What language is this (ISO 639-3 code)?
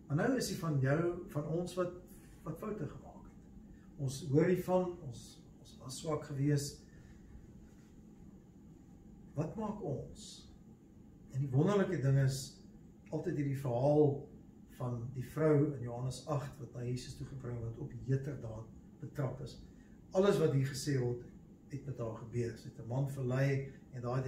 afr